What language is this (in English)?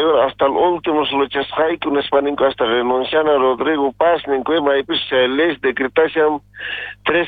South Bolivian Quechua